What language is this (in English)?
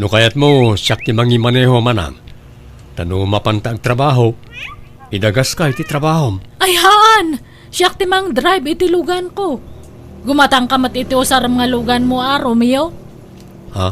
Iloko